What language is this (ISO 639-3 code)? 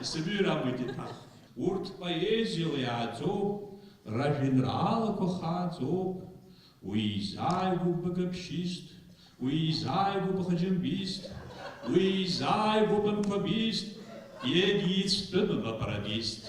abk